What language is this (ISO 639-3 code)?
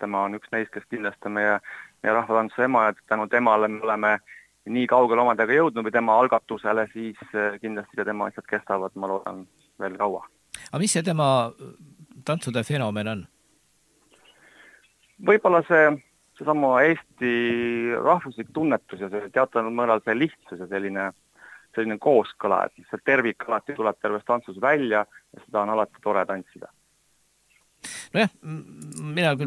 est